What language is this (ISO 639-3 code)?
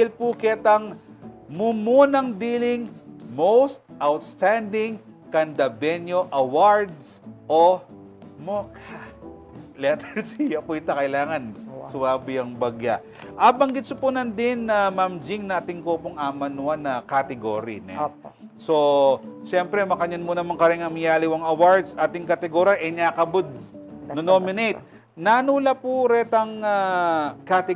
pam